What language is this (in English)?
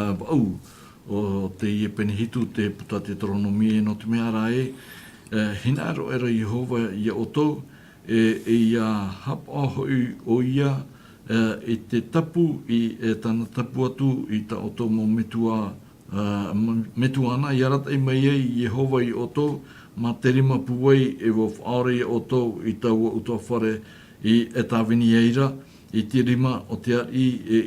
Tahitian